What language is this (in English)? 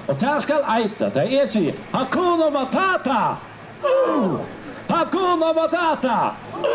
Faroese